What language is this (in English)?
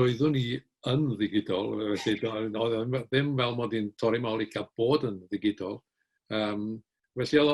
Welsh